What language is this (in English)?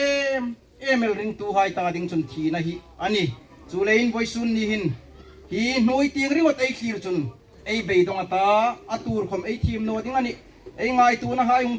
Hmar